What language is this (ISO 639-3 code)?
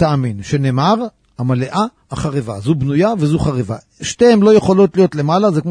heb